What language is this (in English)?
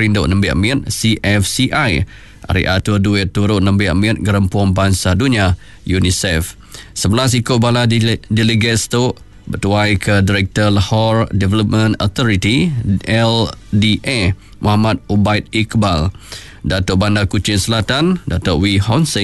Iban